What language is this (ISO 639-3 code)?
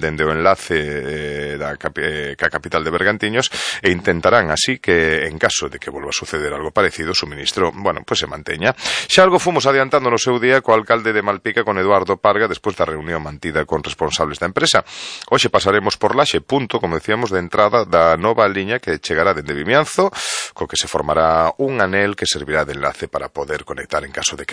glg